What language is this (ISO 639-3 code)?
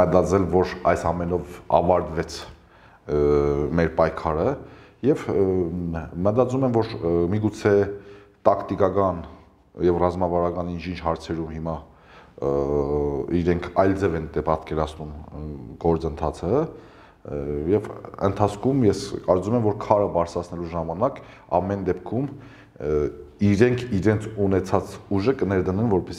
hye